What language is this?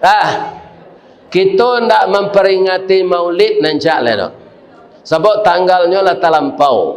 Minangkabau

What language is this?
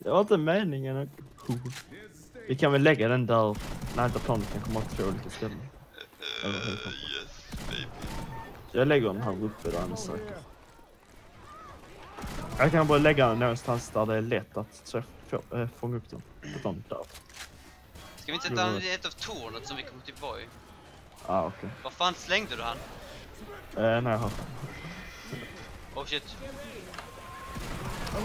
Swedish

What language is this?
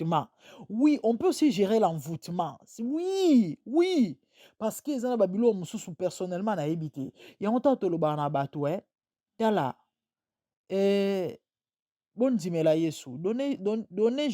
Lingala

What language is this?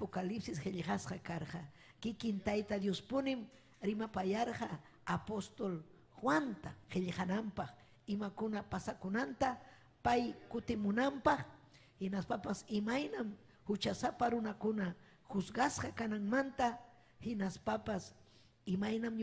Ayacucho Quechua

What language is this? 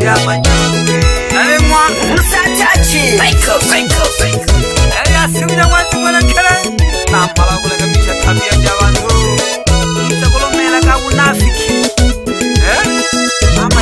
Swahili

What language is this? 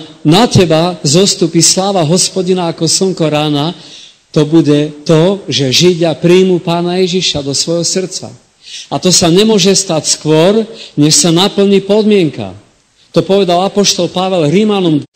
Slovak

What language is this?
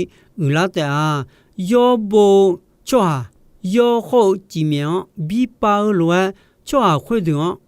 Akha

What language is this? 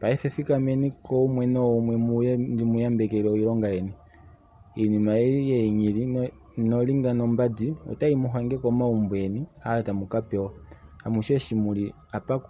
Kuanyama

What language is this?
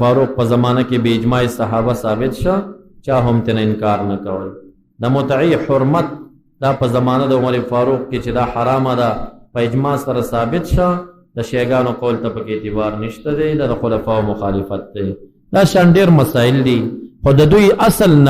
Pashto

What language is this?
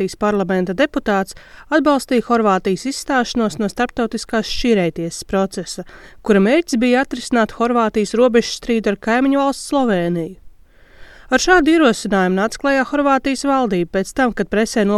Latvian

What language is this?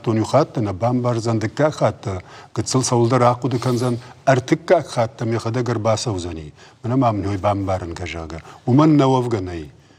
Ossetic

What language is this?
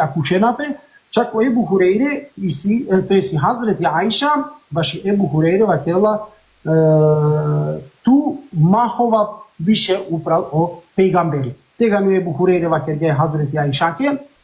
Balkan Romani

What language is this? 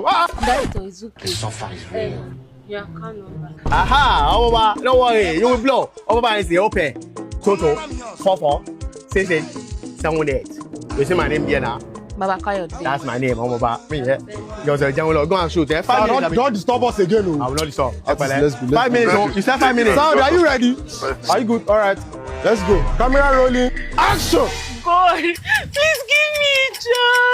Nigerian Pidgin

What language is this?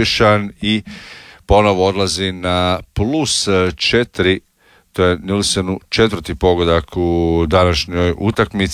Croatian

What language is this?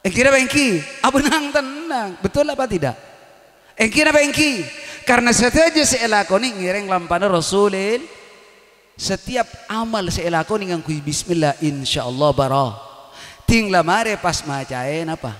Madurese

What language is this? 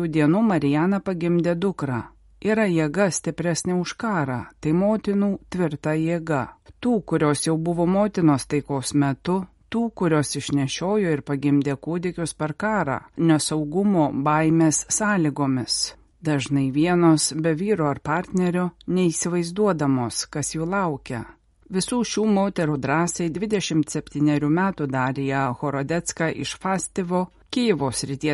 Lithuanian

